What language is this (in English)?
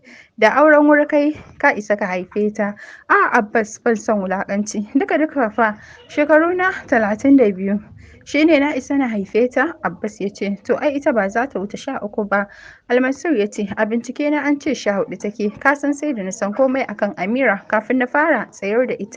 Hausa